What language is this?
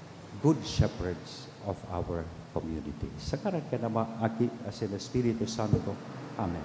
Bikol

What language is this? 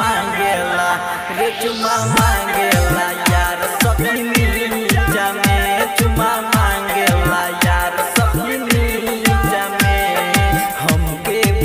Bhojpuri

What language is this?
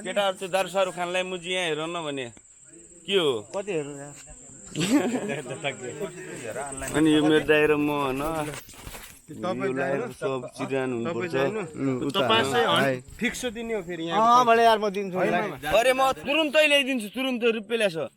Nepali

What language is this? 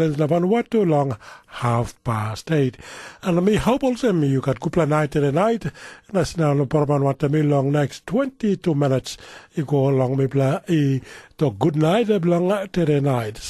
Tok Pisin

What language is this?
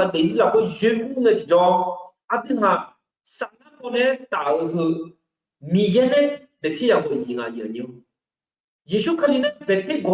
Akha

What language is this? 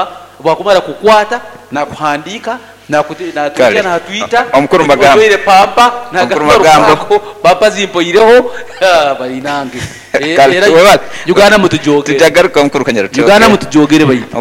Nyoro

